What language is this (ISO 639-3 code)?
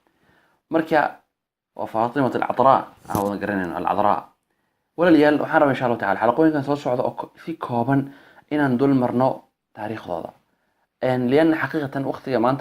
som